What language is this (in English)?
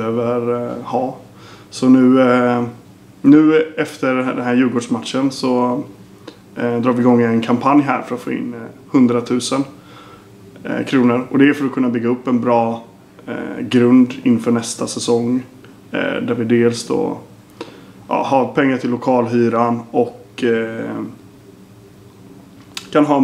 Swedish